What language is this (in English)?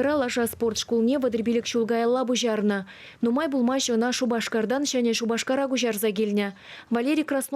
Chuvash